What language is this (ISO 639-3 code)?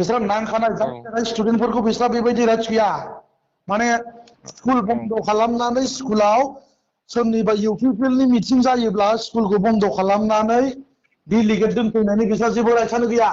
brx